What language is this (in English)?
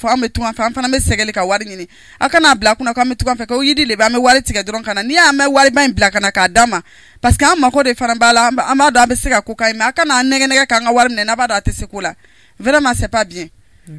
Bambara